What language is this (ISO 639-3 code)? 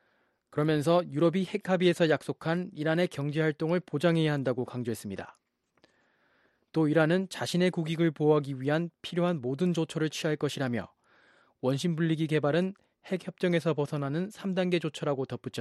kor